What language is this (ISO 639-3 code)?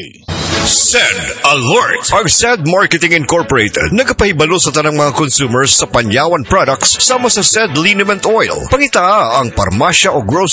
ceb